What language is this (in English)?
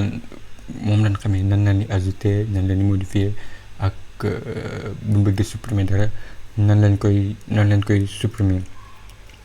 Wolof